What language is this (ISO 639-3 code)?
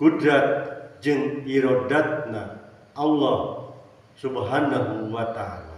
sun